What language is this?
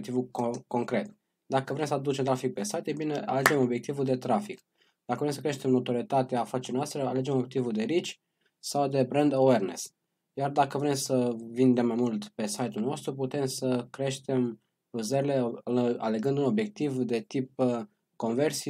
Romanian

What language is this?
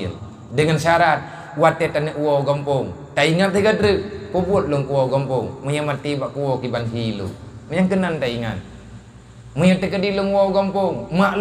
Achinese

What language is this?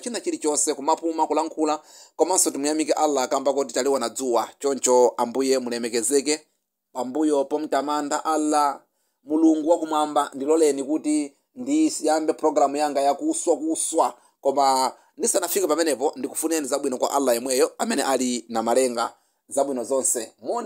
Nyanja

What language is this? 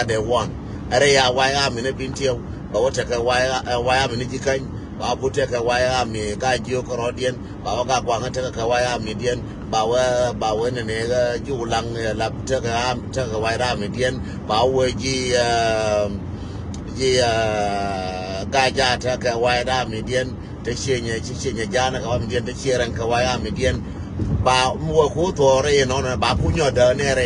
Nuer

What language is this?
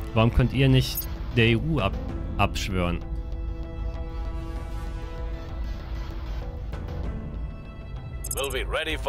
German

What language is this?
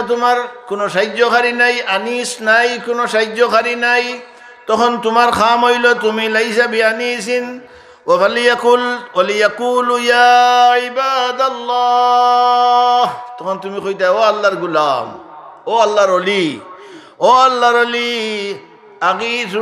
Sylheti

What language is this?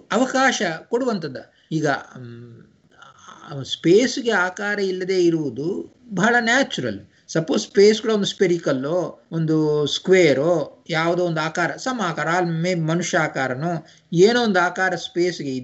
Kannada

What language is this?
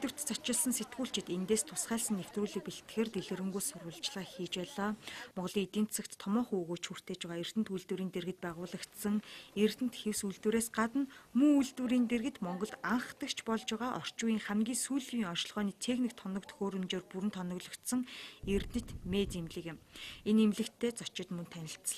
Mongolian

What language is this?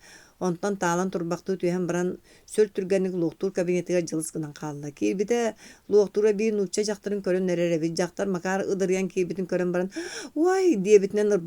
Yakut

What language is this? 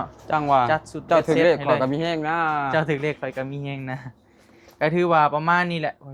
Northeastern Thai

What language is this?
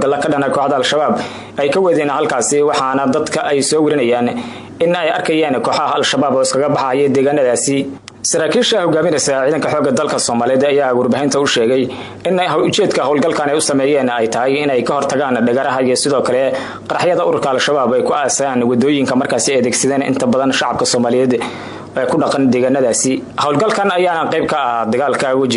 Somali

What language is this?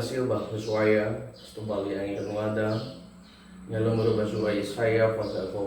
Nias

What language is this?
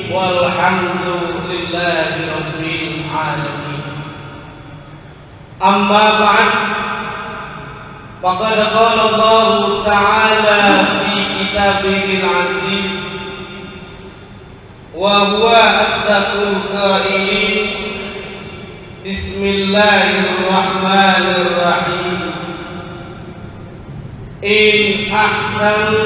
Indonesian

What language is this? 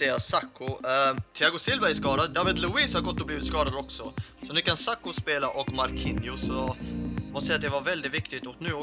Swedish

